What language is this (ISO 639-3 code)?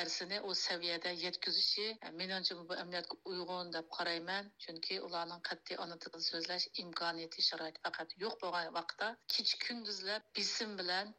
uig